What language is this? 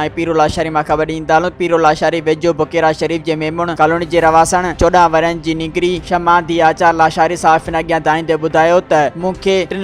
Sindhi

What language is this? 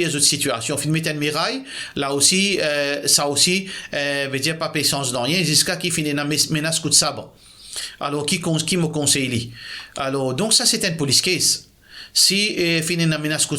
Morisyen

